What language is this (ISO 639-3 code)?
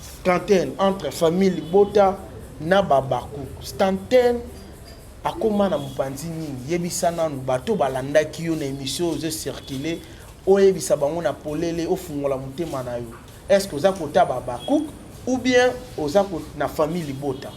lin